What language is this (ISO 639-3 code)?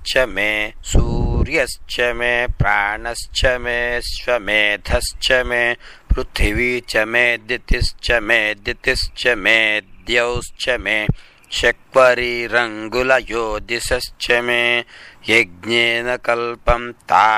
san